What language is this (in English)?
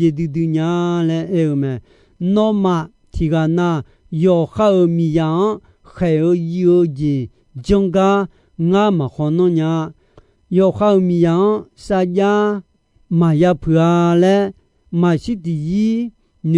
Akha